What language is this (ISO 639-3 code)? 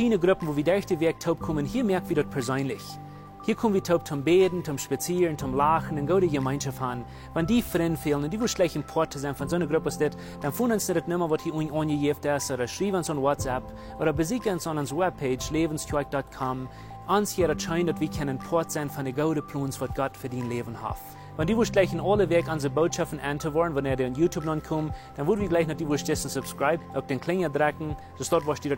pdt